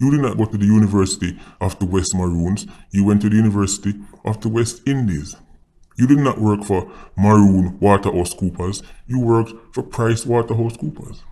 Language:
Jamaican Creole English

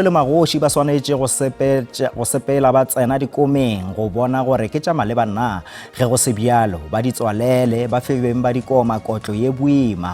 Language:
Northern Sotho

